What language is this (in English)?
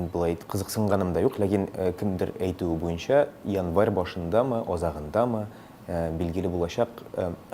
Tatar